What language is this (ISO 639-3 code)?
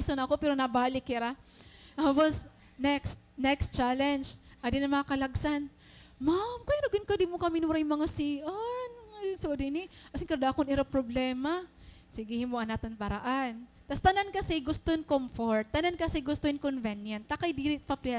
war